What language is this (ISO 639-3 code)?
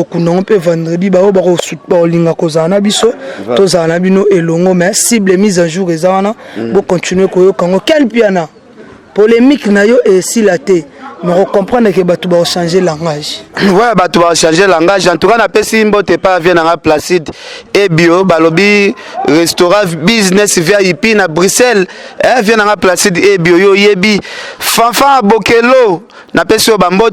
lin